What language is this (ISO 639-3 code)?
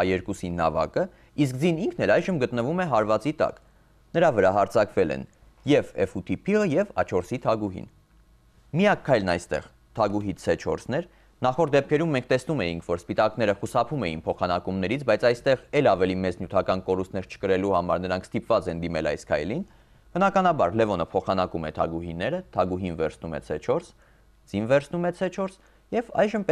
hye